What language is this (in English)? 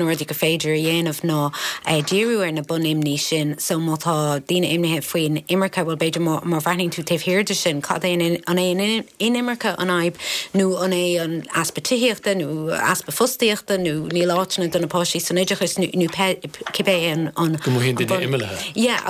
Irish